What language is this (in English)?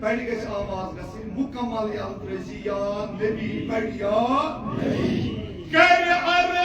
Kashmiri